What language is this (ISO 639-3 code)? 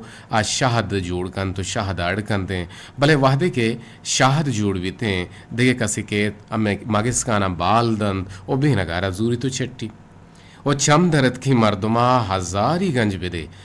bgp